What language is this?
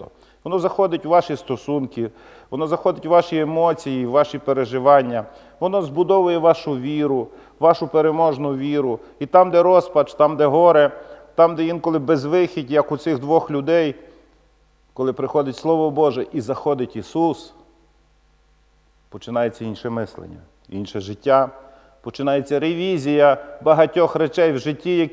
Ukrainian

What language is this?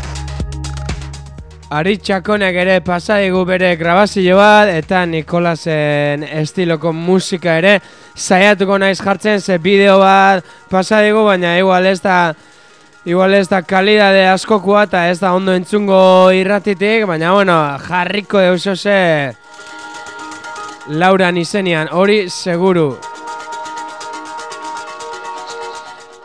Basque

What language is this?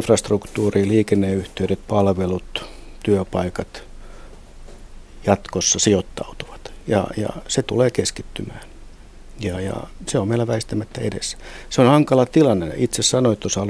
Finnish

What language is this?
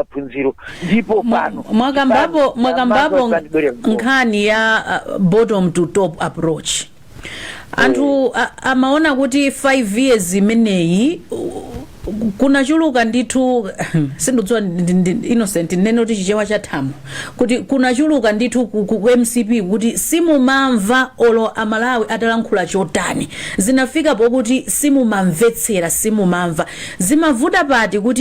Nyanja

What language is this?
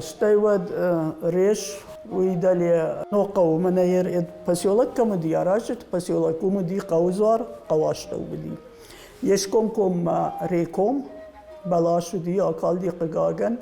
Ossetic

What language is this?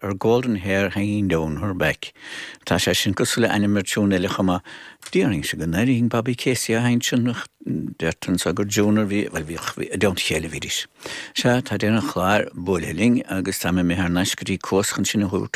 Irish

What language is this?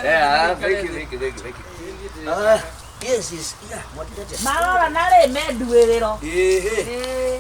Kikuyu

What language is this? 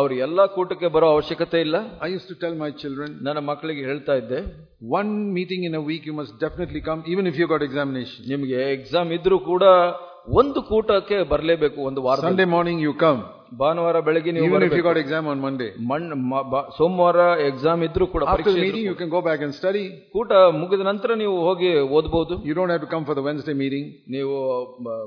Kannada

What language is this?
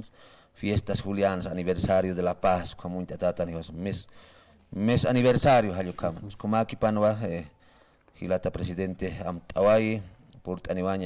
Aymara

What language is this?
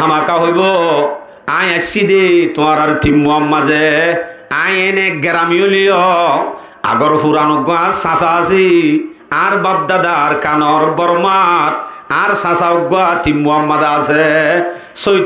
Rohingya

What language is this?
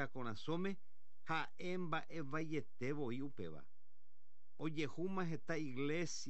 Guarani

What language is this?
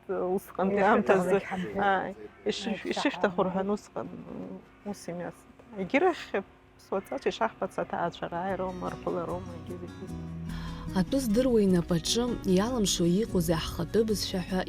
Abkhazian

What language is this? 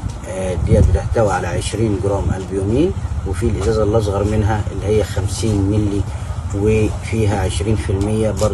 Egyptian Arabic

